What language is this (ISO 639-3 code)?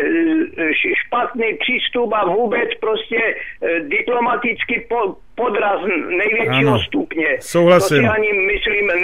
ces